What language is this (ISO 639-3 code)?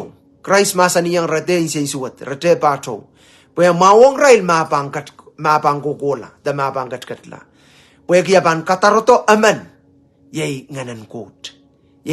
pon